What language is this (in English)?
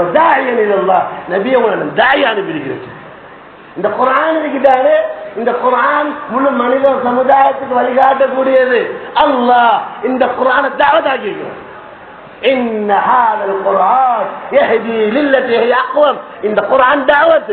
Tamil